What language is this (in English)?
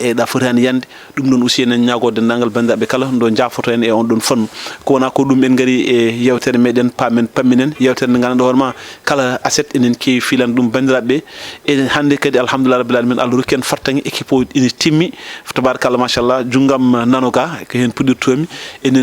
Fula